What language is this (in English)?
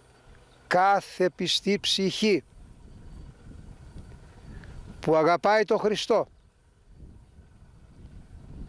Greek